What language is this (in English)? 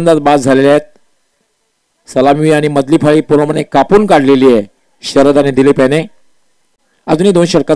Marathi